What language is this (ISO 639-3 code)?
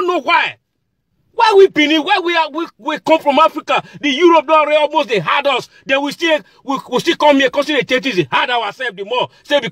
pcm